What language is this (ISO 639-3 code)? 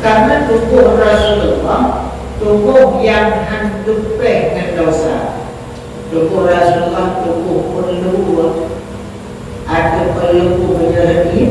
ace